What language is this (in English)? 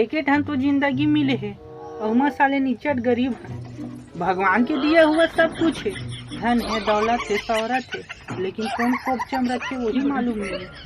Chhattisgarhi